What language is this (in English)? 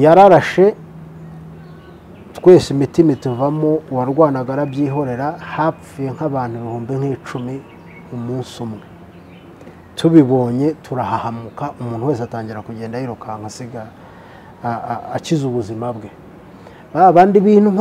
Kinyarwanda